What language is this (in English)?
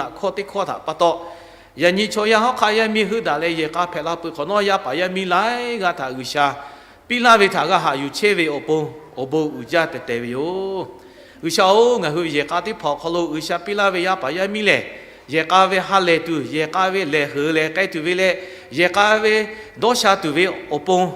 Lahu